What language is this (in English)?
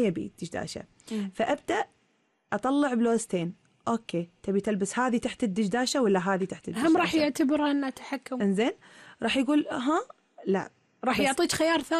Gulf Arabic